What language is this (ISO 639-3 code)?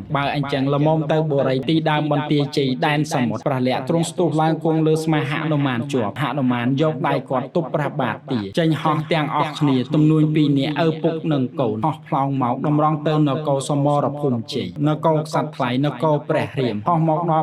khm